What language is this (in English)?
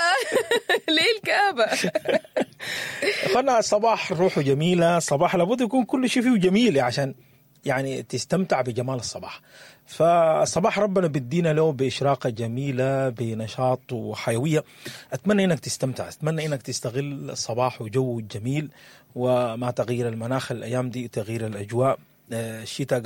Sudanese Arabic